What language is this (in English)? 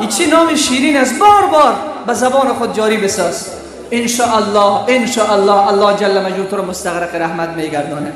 Persian